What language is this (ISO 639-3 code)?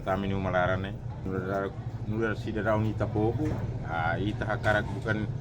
tet